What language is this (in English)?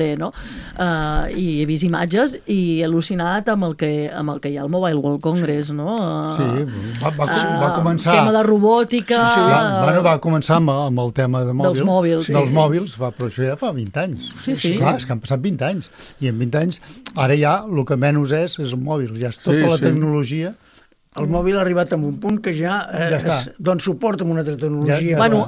Catalan